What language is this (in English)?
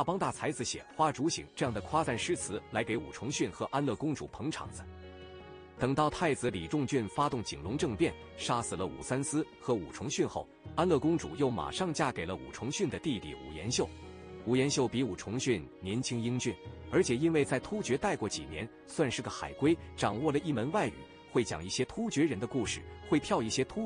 Chinese